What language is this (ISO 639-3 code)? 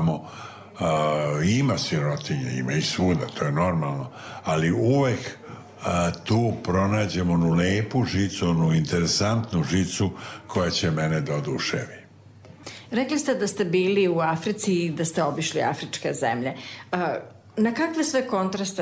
srp